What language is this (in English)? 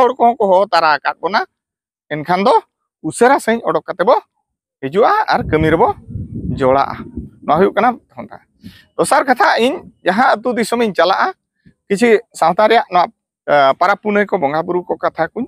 Santali